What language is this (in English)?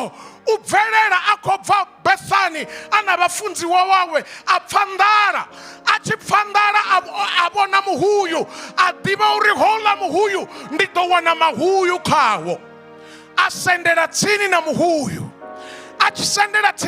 Venda